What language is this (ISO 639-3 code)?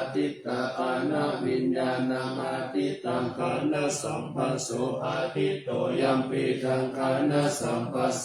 pli